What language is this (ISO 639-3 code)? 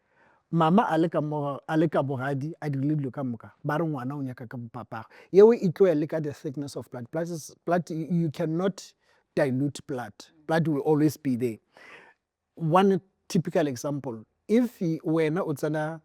nso